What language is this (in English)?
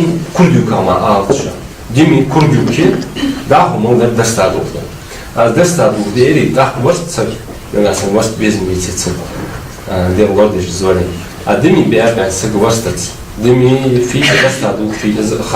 Ingush